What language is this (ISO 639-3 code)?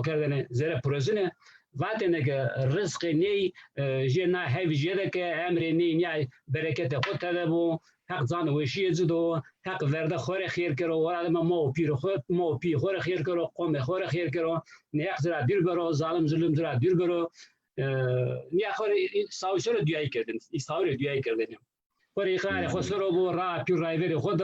zza